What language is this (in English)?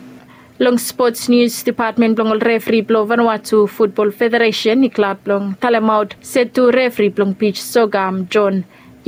Bislama